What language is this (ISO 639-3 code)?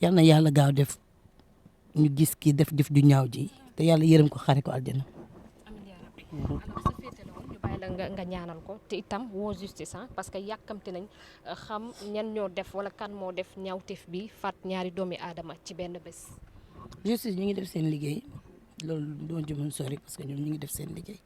wol